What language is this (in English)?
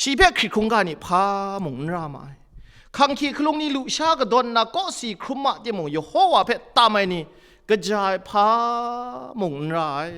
Kachin